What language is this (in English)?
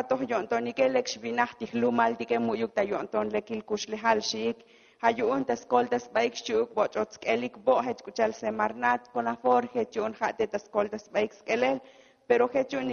Tzotzil